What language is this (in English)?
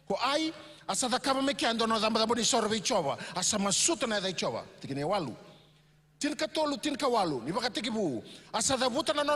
Fijian